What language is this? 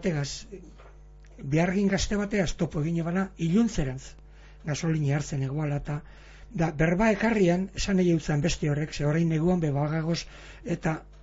Basque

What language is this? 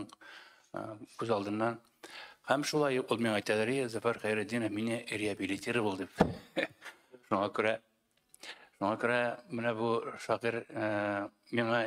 Tatar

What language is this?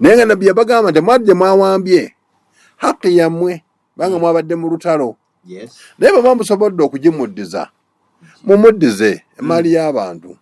Ganda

